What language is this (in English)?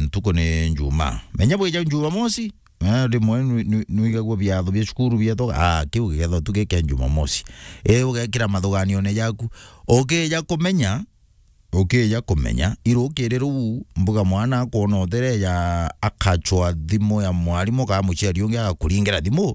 Meru